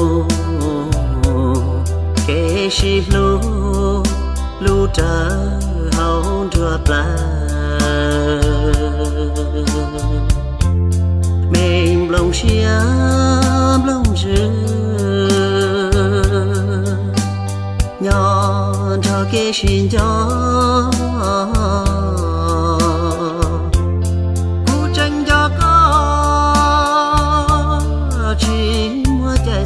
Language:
Vietnamese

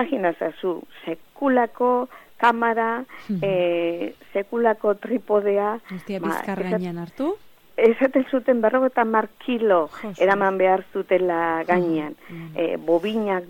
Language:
Basque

